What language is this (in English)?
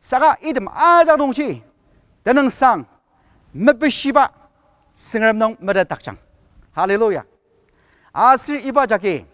Ao Naga